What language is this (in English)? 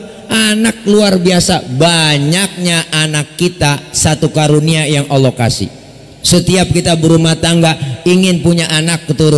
Betawi